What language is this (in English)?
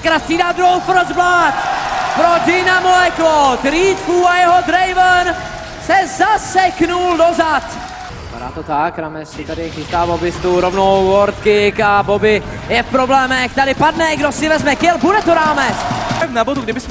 Czech